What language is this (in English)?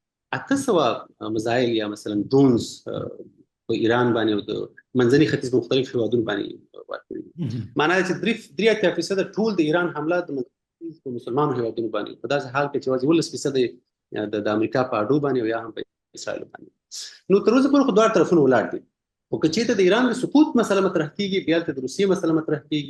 Pashto